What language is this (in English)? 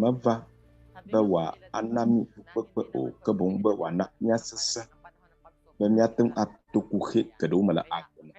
Ewe